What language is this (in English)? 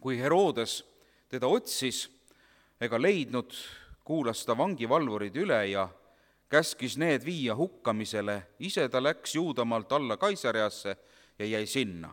Estonian